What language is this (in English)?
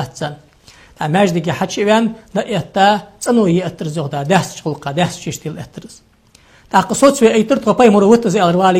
Ingush